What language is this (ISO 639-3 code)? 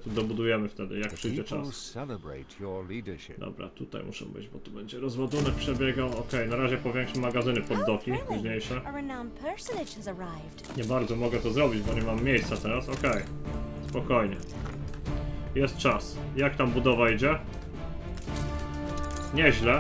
pol